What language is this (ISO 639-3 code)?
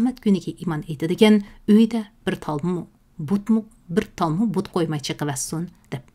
uig